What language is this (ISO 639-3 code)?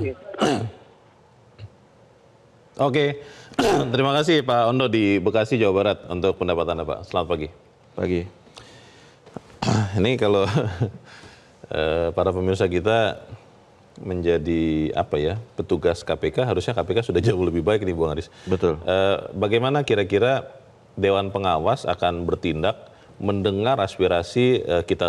ind